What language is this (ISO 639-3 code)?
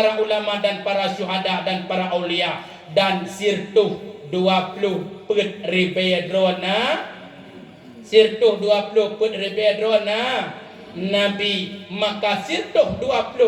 ace